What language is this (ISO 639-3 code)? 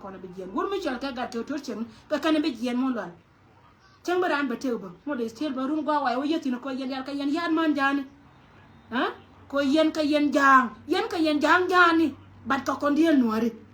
nus